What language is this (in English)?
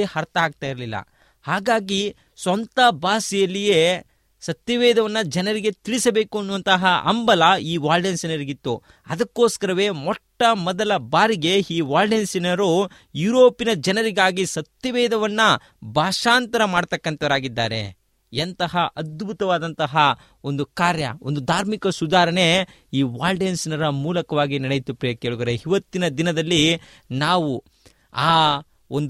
Kannada